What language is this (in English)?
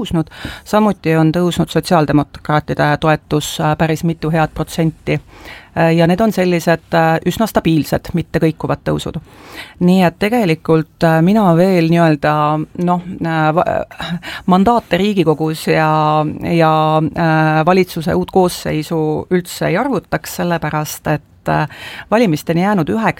Estonian